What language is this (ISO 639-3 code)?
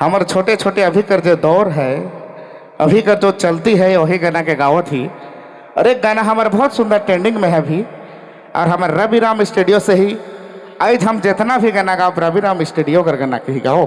sck